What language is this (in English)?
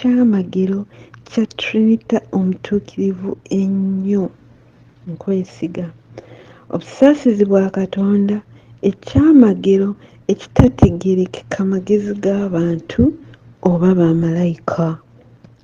Ganda